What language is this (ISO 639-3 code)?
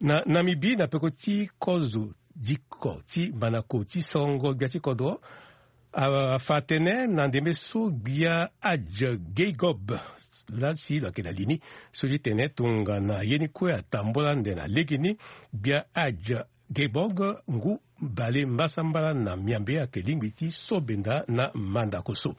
sag